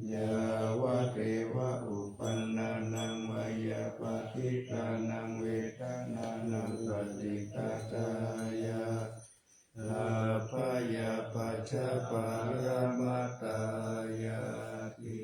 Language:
Pali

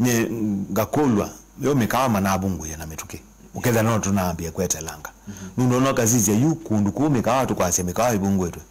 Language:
Kamba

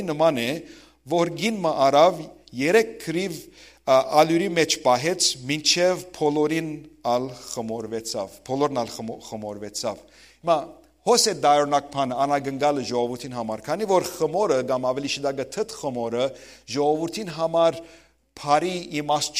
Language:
Western Armenian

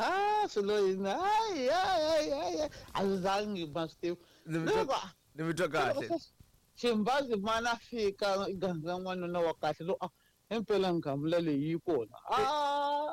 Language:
Tsonga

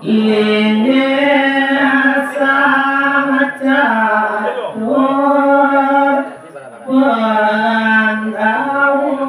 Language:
Balinese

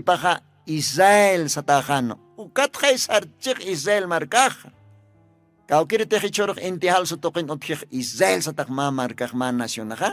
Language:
Aymara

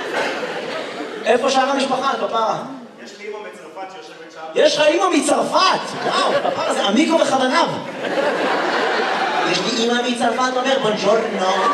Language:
Hebrew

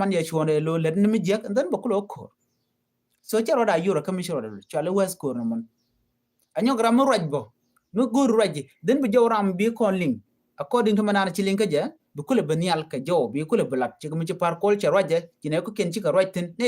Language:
Nuer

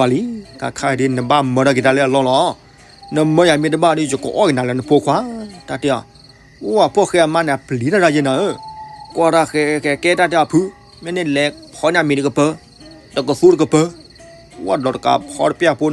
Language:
S'gaw Karen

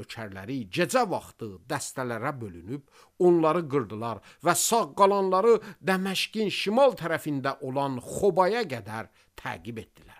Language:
Azerbaijani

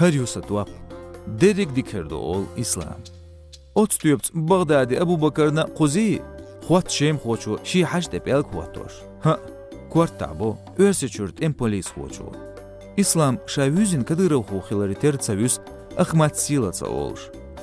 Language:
Chechen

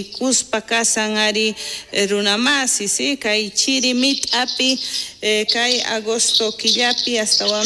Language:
South Bolivian Quechua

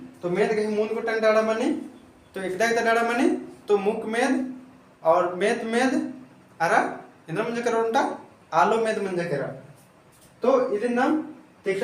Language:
Kurukh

